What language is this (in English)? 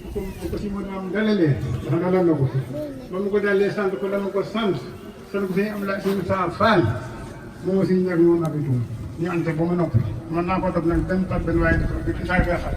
Wolof